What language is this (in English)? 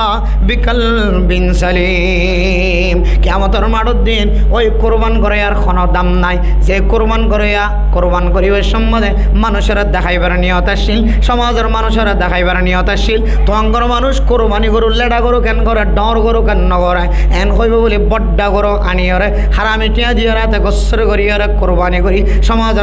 Rohingya